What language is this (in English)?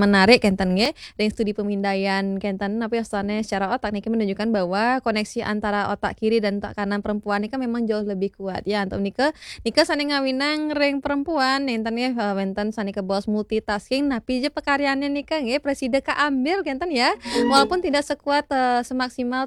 Balinese